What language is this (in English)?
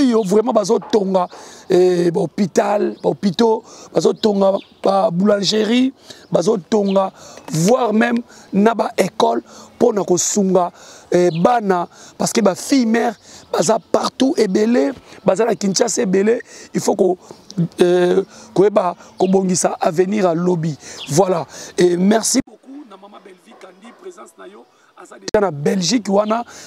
Lingala